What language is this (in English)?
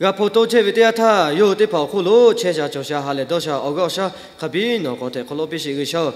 Lahu